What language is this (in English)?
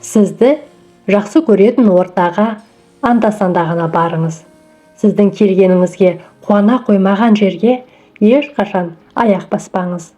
Kazakh